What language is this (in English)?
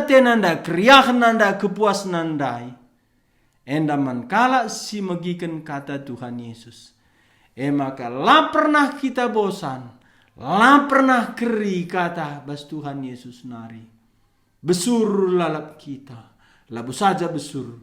Batak Karo